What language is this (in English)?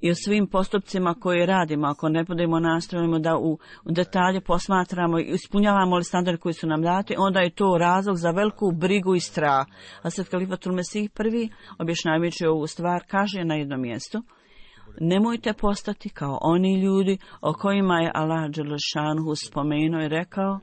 Bosnian